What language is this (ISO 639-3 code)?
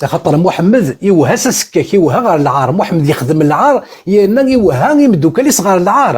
kab